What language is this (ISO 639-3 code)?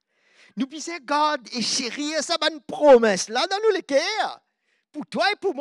mfe